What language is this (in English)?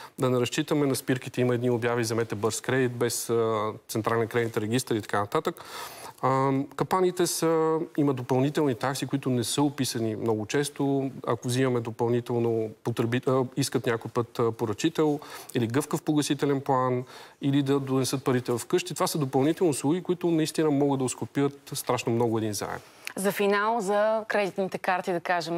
Bulgarian